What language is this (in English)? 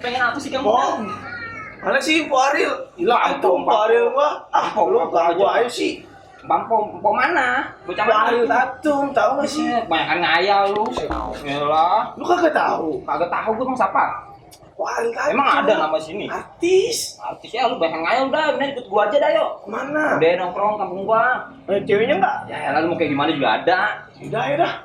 Betawi